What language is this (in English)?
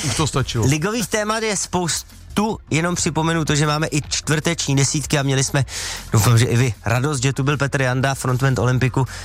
Czech